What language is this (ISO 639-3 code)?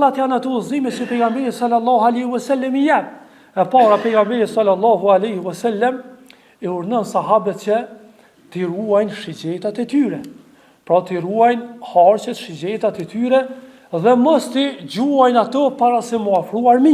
sqi